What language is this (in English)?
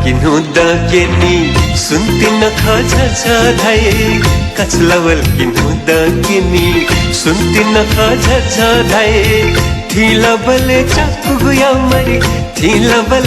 Newari